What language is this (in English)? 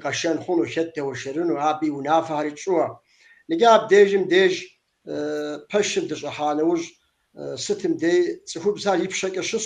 Kabardian